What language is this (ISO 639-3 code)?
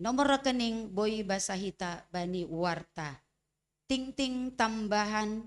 bts